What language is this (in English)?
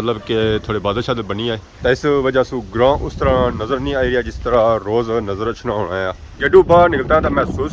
Pahari-Potwari